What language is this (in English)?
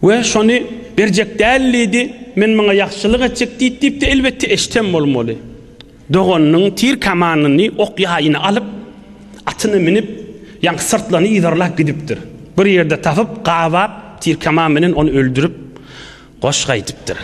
Turkmen